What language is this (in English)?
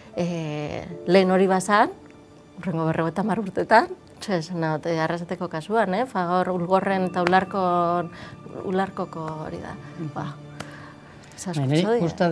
Basque